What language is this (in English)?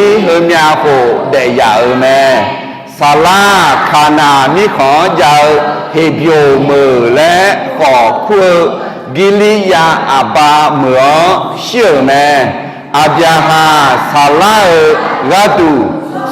Akha